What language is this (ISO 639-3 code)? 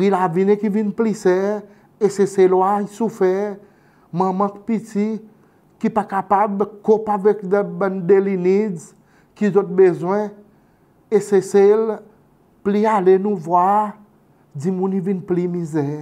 crs